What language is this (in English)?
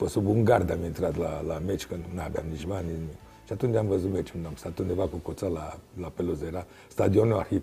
Romanian